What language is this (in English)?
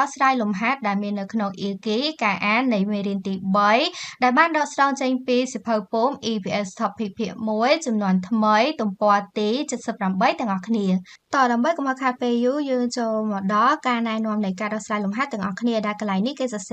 Khmer